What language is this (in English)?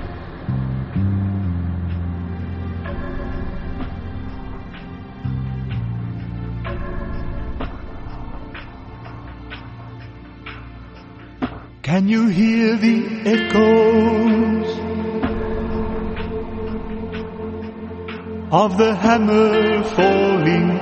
Afrikaans